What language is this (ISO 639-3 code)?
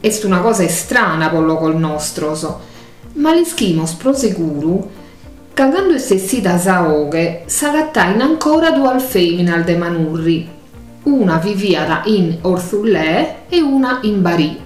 srd